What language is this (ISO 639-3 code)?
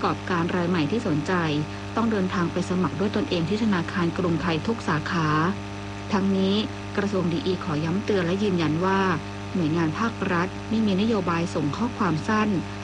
tha